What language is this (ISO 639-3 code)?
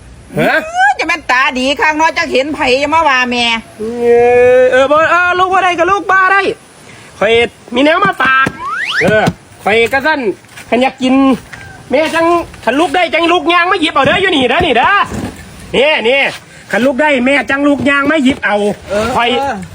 tts